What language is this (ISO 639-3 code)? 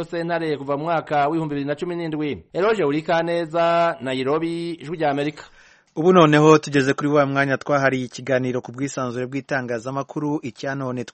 kin